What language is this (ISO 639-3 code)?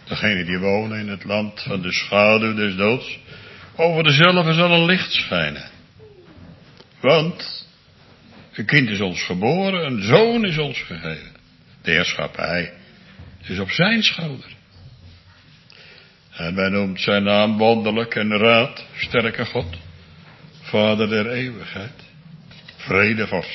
nld